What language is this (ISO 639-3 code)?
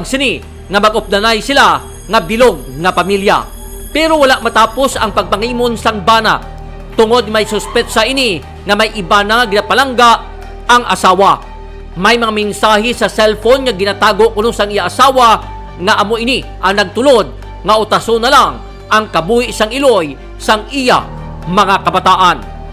hil